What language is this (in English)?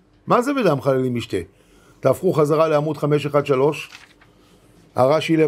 Hebrew